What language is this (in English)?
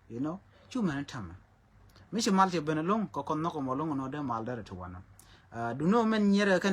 Nuer